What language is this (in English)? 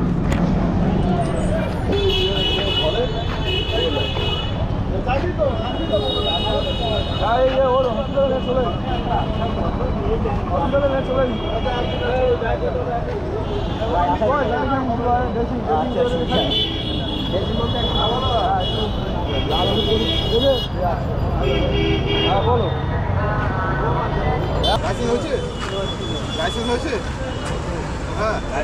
Bangla